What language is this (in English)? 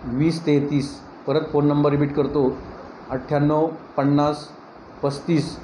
Marathi